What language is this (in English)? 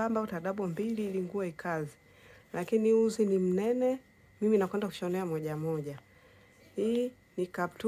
Swahili